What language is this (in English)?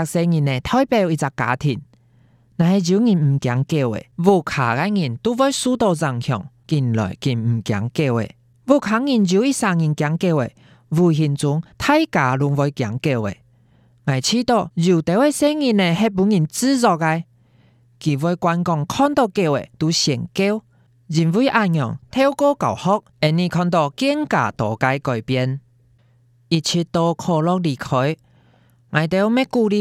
Hakka Chinese